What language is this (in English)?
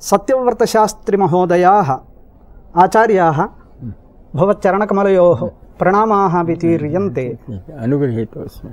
Sanskrit